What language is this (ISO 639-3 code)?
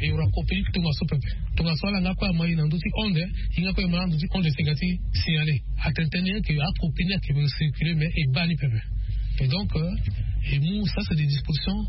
sag